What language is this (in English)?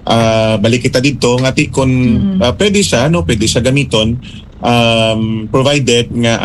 Hiligaynon